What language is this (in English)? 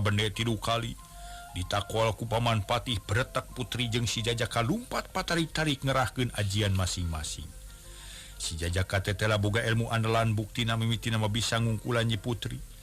Sundanese